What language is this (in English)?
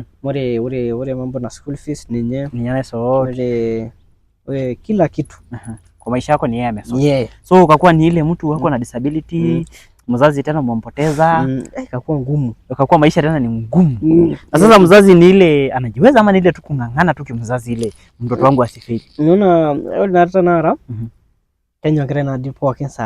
Masai